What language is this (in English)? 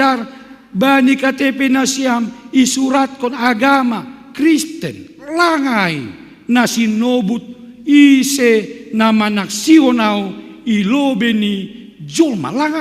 Batak Simalungun